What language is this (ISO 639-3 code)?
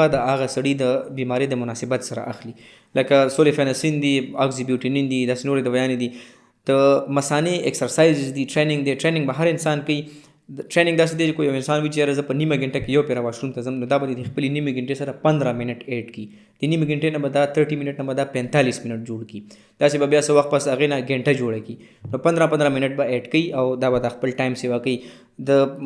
pus